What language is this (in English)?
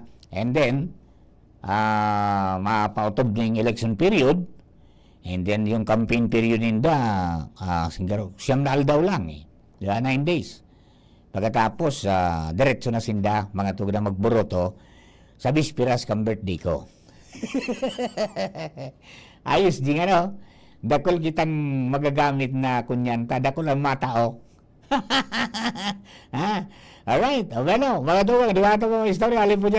Bikol